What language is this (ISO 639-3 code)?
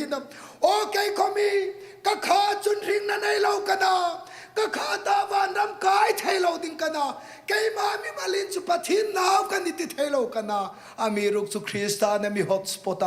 hmr